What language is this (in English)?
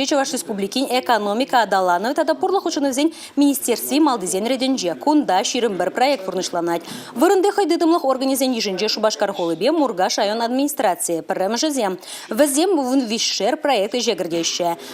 Chuvash